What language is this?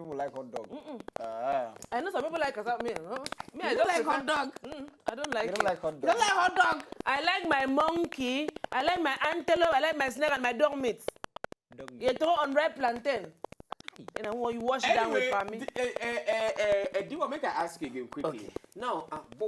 Nigerian Pidgin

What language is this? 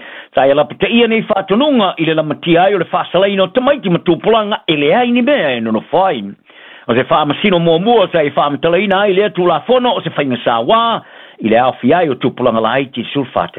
Samoan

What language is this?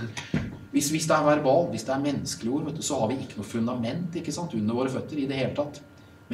Norwegian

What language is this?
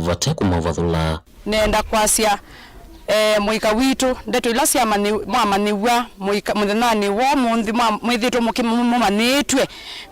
Kamba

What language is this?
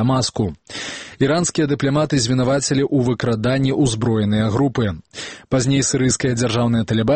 Belarusian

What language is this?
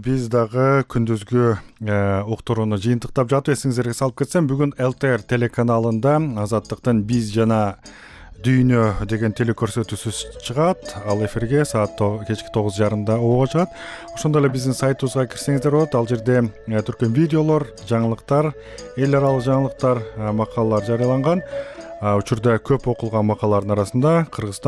Kyrgyz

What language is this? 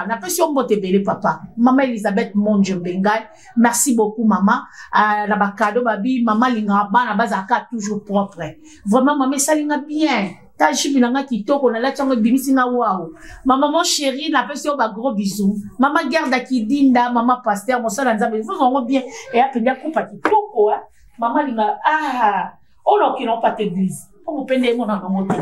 Lingala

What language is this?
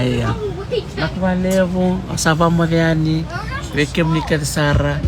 Fijian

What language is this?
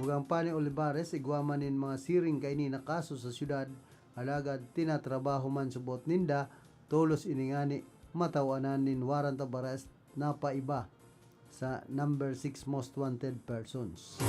Bikol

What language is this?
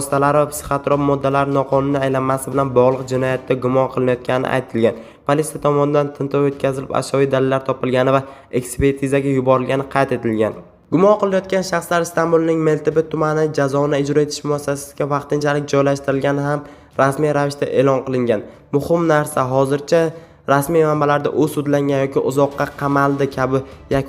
Uzbek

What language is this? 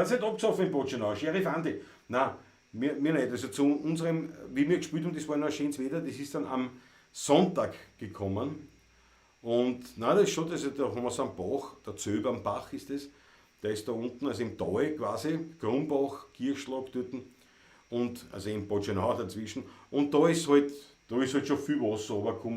Bavarian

